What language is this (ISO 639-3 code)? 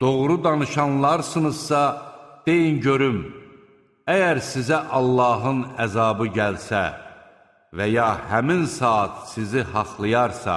aze